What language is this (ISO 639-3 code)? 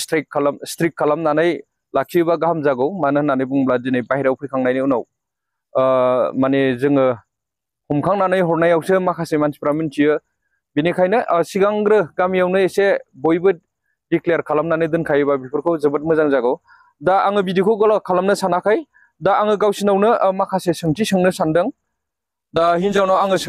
brx